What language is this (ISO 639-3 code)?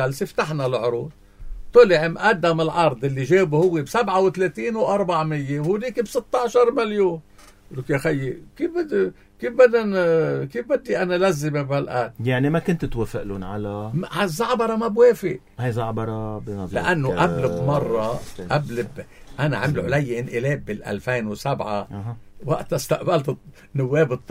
apc